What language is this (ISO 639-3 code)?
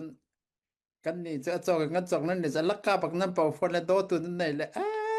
cfm